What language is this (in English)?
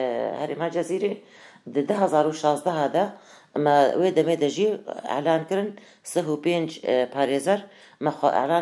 Kurdish